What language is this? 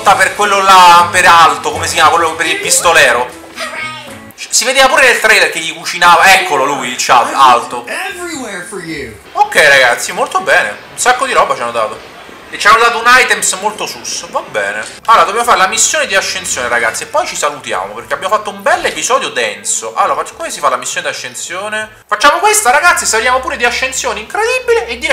Italian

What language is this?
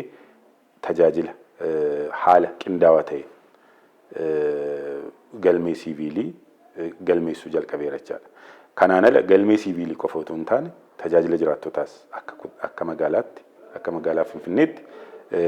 Oromo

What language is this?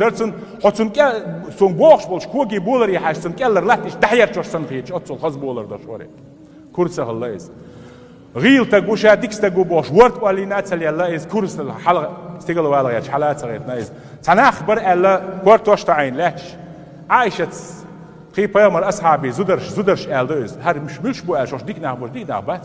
Chechen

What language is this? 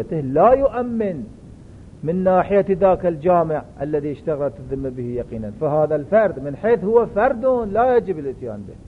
Arabic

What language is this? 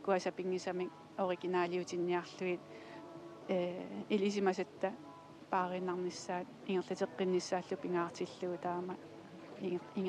Kalaallisut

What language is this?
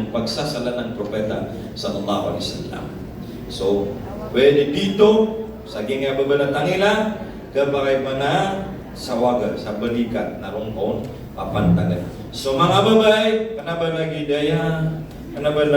Maranao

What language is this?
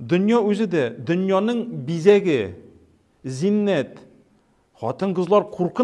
Tatar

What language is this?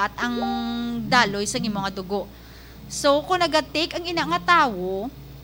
Hiligaynon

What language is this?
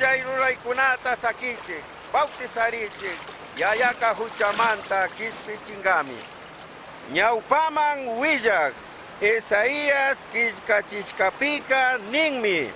Chimborazo Highland Quichua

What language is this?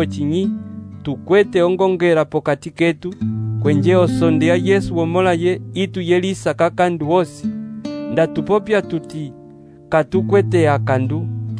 Umbundu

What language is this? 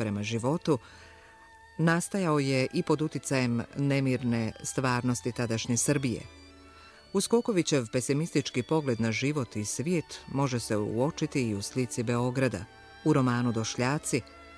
Bosnian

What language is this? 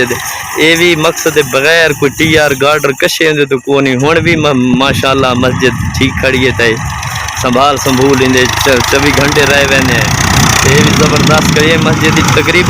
Saraiki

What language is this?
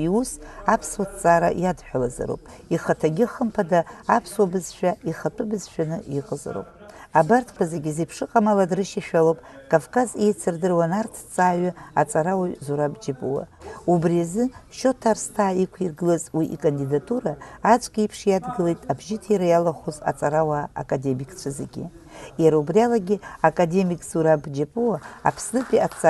Abkhazian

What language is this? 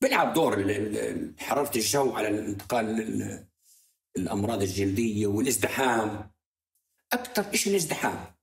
North Levantine Arabic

